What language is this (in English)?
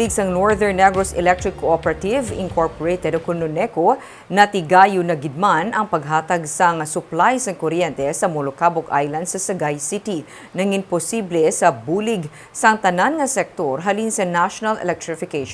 Hiligaynon